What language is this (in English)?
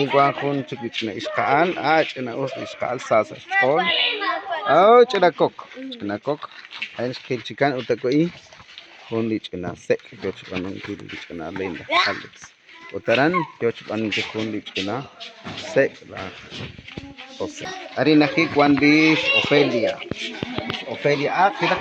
Kekchí